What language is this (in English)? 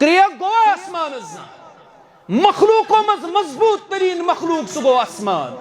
Kashmiri